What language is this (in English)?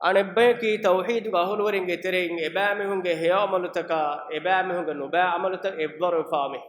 Divehi